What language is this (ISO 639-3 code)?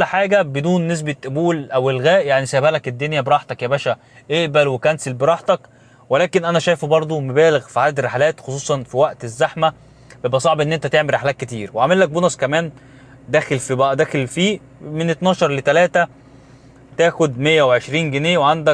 arz